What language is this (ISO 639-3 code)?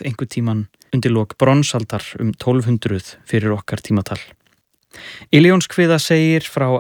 isl